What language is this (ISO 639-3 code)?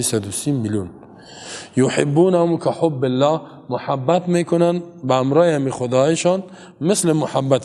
fas